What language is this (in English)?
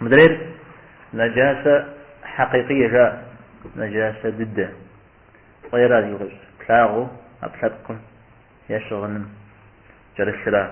Kabardian